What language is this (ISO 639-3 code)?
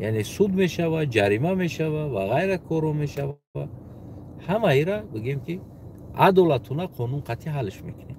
tgk